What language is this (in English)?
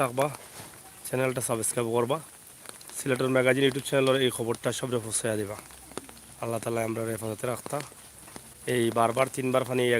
Sylheti